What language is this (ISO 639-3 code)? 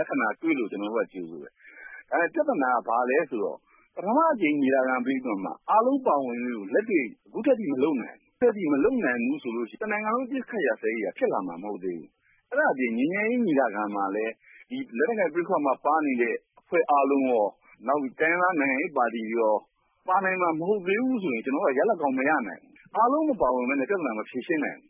mya